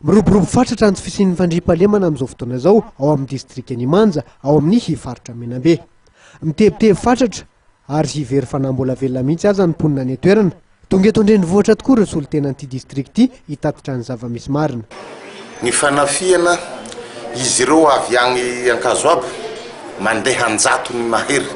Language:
Malagasy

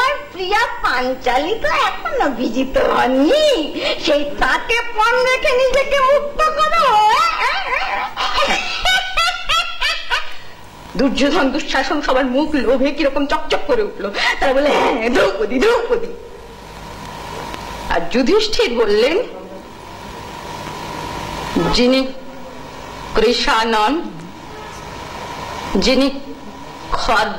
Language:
Bangla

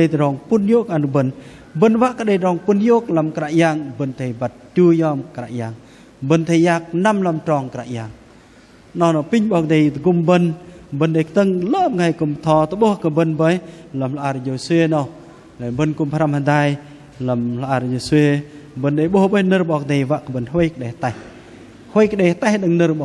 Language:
Bahnar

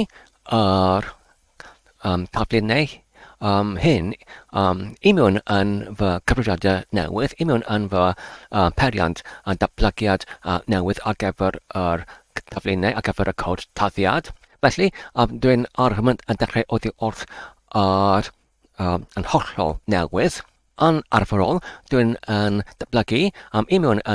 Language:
Welsh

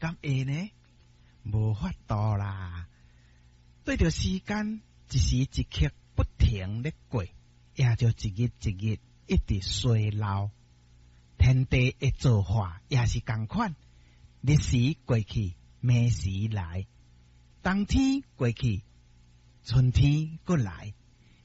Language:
Min Nan Chinese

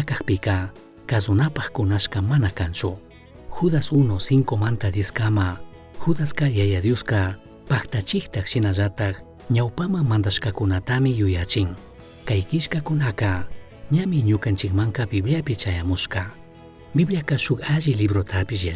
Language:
Chimborazo Highland Quichua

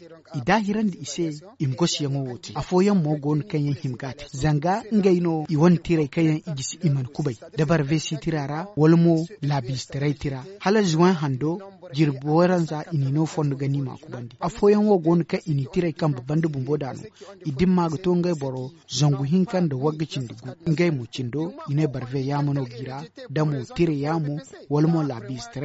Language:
Zarma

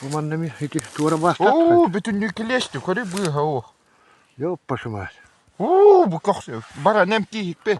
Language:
Yakut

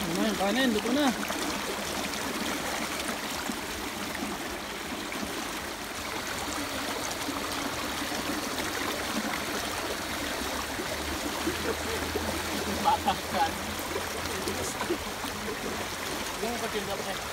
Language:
Filipino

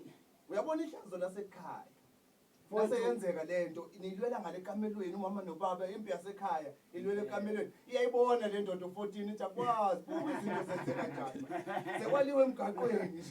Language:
Zulu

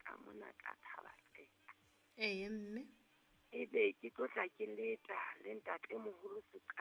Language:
Southern Sotho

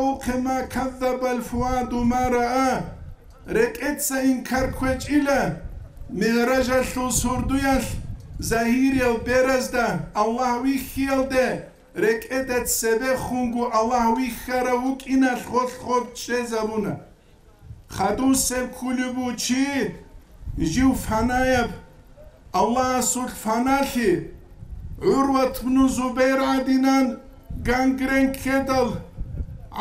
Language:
Avaric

